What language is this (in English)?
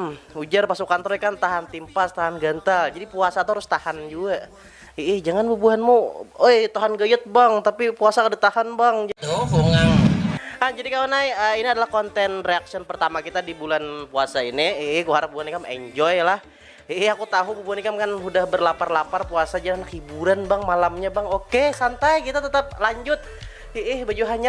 Banjar